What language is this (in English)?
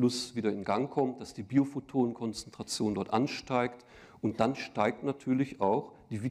German